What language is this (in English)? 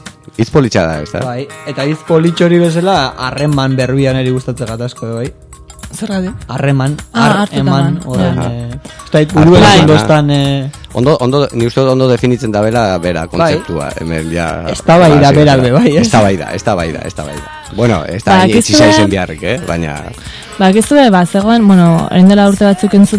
Basque